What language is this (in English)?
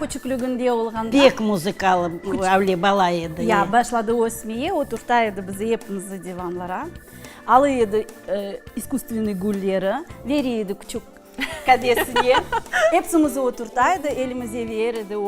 Crimean Tatar